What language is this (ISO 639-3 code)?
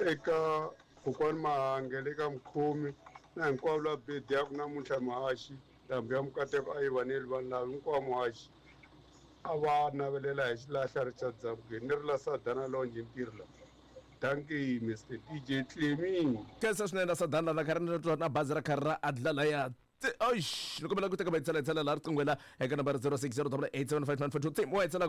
tso